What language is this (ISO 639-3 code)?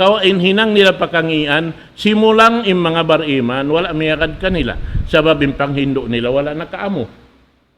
tsg